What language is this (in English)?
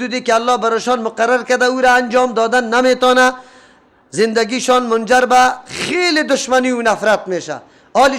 Persian